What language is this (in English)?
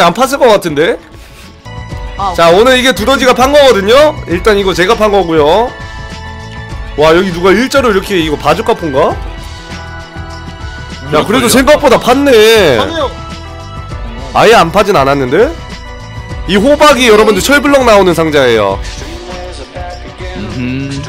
Korean